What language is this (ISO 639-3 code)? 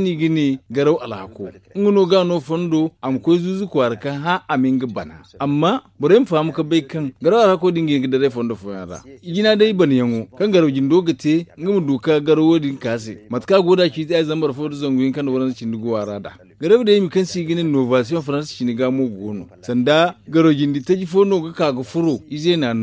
dje